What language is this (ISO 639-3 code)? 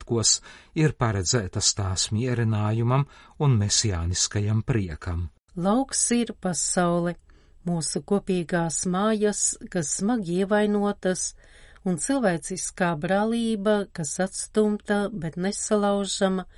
lav